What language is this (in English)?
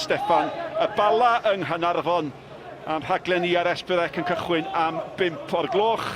Welsh